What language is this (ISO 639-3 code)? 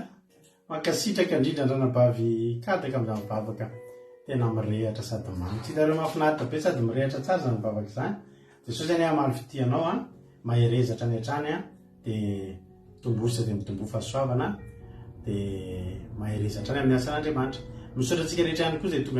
mlg